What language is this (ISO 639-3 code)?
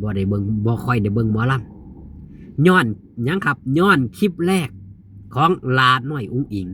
tts